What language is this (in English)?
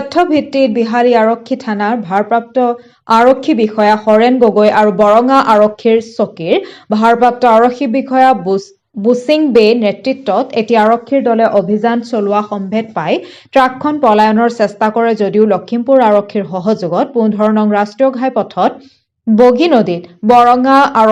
Assamese